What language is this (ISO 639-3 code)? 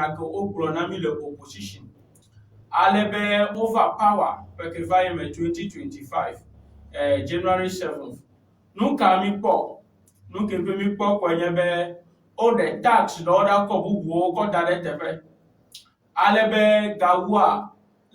ewe